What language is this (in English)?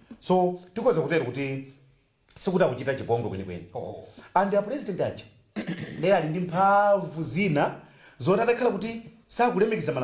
Nyanja